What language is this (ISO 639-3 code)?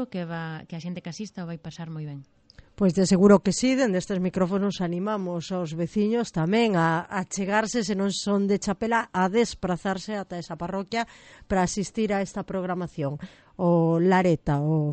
glg